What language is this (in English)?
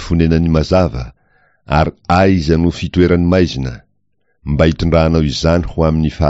Malagasy